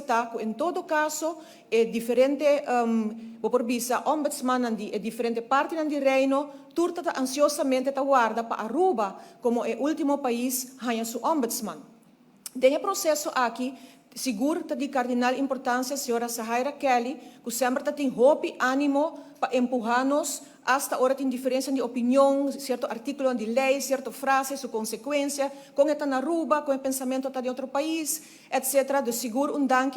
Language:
Papiamento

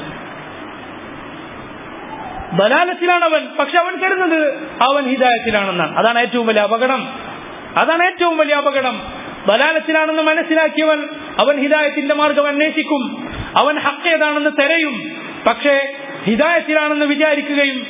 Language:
Malayalam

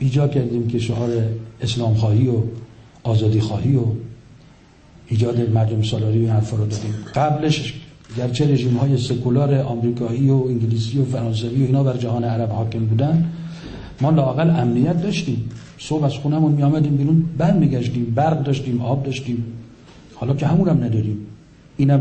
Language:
Persian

